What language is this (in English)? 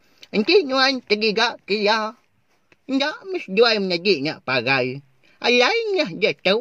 Iban